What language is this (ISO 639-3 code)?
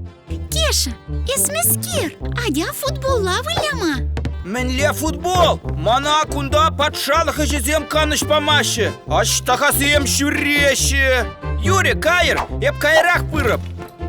chv